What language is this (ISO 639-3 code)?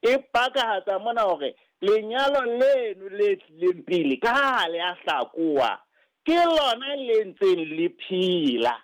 sot